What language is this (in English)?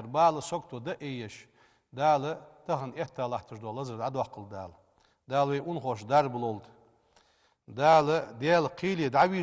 Ingush